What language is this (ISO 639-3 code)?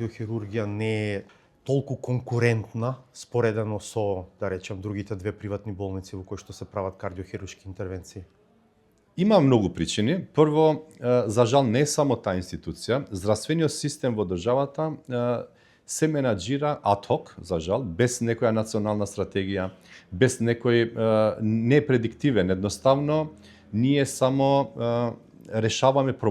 mkd